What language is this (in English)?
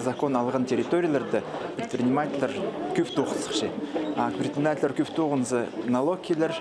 Khakas